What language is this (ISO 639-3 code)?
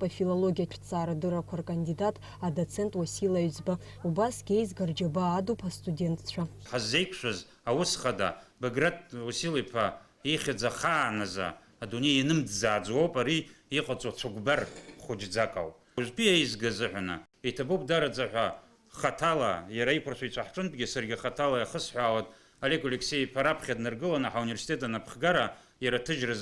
abk